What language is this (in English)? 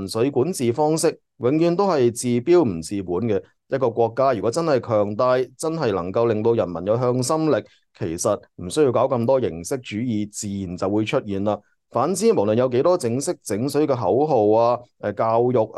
Cantonese